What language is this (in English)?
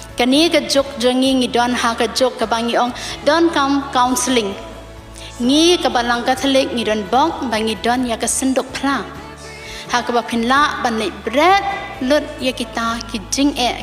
Khasi